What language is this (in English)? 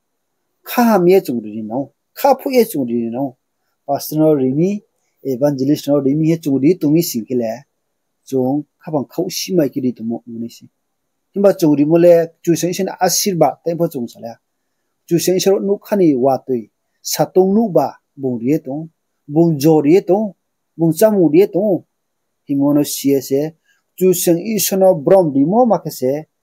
Riang (India)